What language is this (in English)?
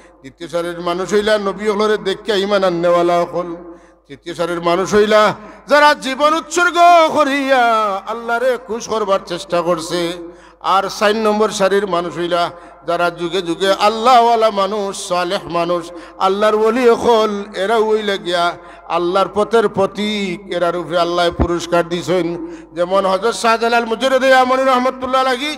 Sylheti